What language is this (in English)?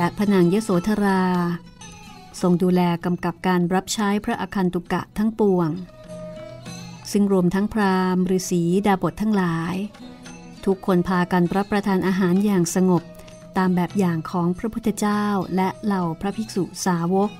Thai